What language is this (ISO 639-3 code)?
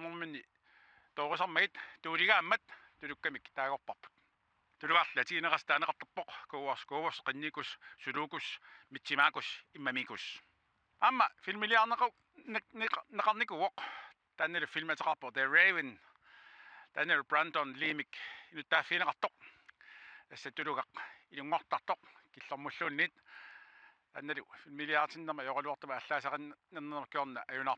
kal